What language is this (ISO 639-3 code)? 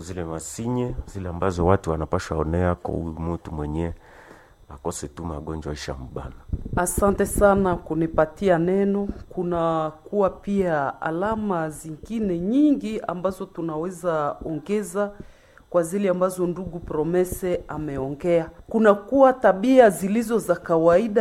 swa